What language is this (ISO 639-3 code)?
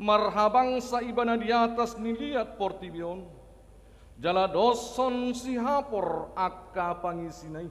bbc